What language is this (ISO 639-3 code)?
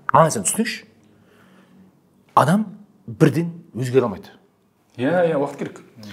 kaz